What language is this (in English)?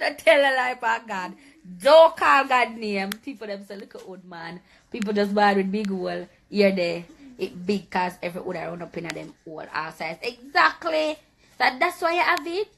Jamaican Creole English